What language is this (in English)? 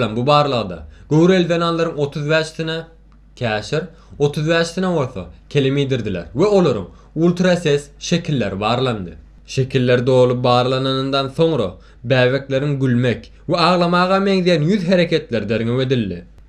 Turkmen